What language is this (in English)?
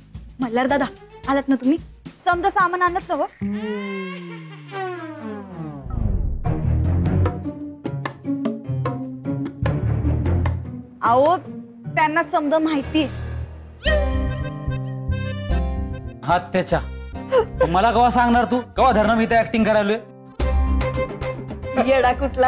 Marathi